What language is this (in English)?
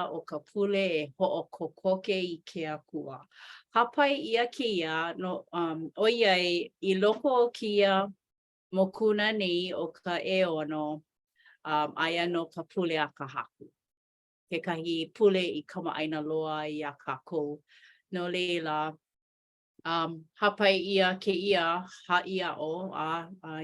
Hawaiian